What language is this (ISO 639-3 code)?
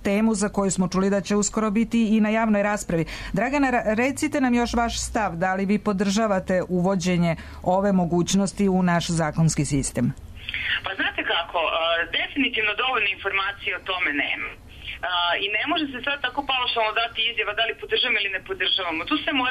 srp